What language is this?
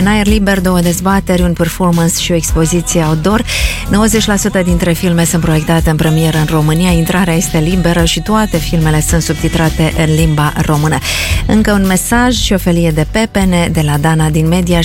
Romanian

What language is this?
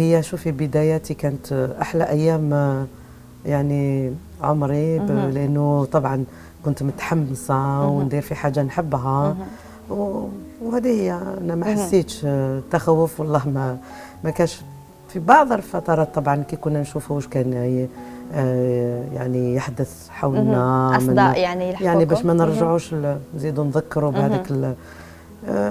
Algerian Arabic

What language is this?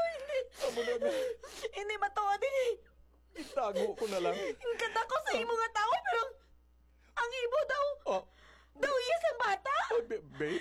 Hiligaynon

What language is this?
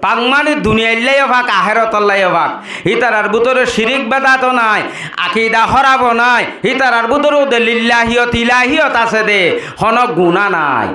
Rohingya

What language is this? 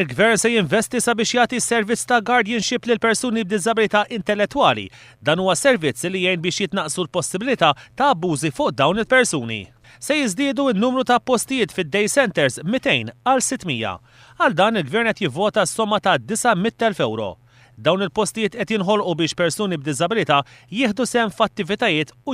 Maltese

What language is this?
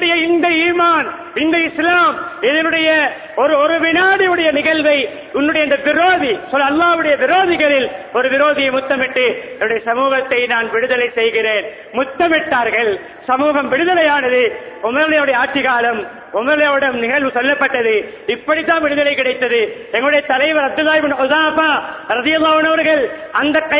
Tamil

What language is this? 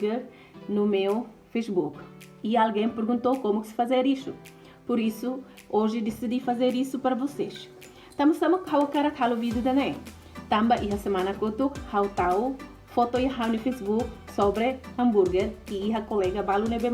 Tetum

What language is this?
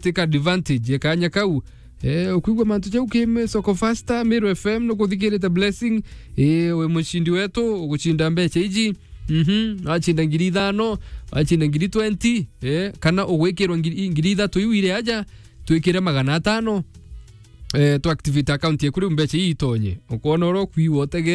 Meru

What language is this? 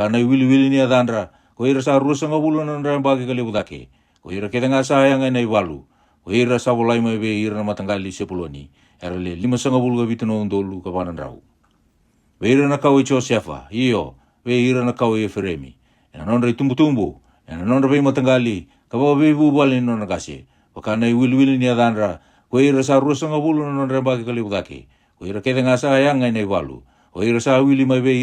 Fijian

